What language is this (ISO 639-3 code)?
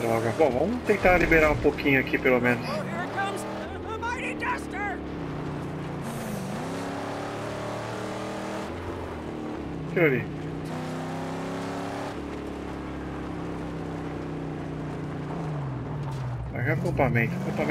por